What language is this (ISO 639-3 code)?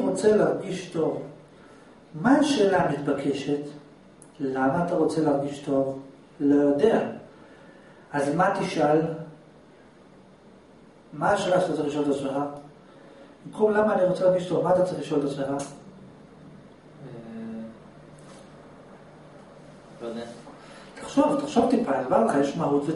heb